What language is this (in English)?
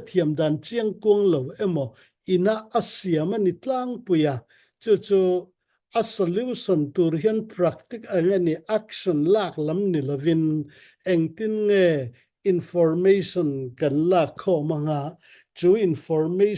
Mizo